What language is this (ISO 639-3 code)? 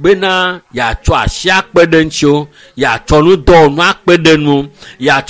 ewe